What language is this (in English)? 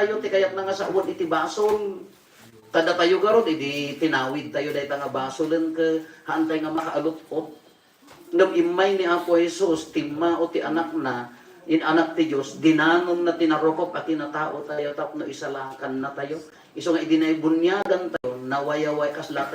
Iloko